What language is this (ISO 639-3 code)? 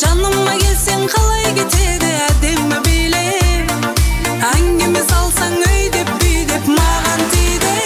kaa